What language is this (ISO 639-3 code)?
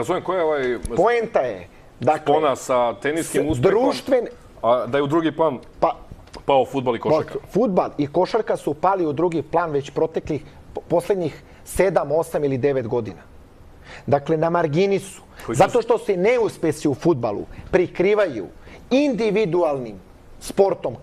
srp